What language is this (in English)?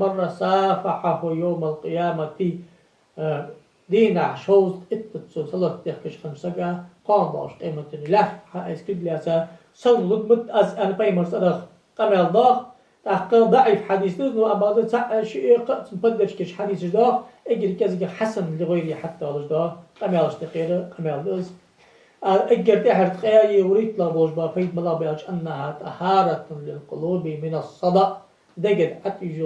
Ingush